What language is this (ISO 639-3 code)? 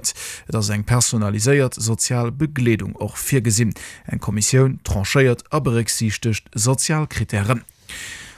ltz